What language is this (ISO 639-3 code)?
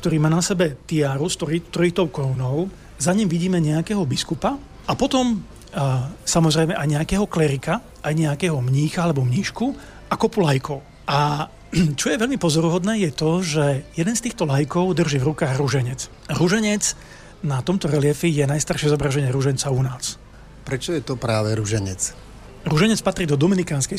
slk